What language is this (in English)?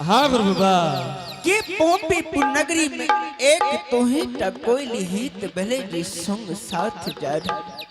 Angika